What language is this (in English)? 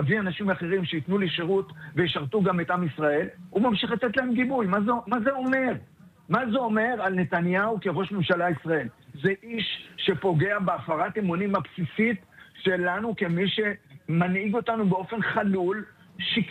Hebrew